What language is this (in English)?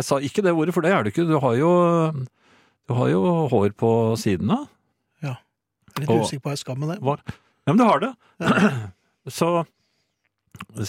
Norwegian